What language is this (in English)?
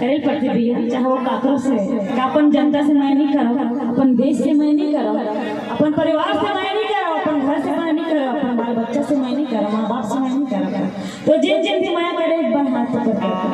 Chhattisgarhi